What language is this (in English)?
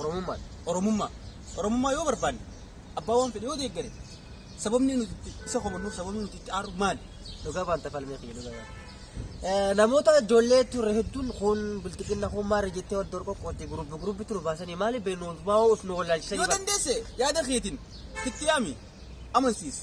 Oromo